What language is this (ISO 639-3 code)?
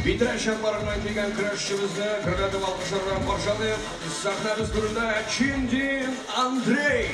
tat